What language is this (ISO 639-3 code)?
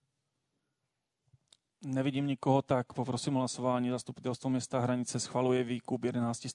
ces